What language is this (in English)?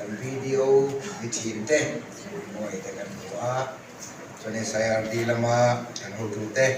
Mizo